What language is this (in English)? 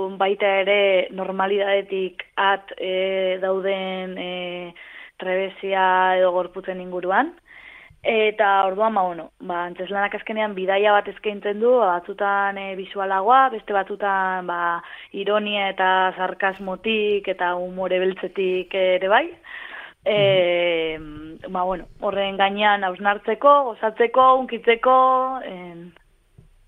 Basque